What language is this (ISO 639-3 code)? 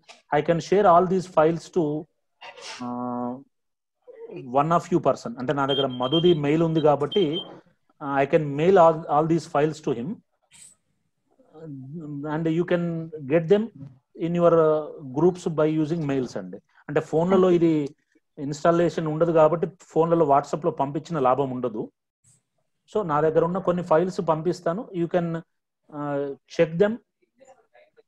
tel